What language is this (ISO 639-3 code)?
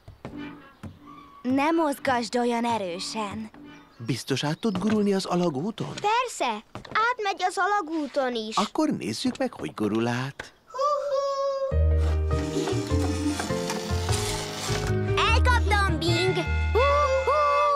hun